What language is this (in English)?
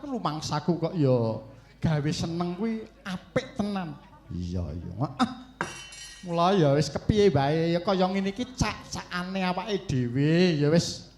Javanese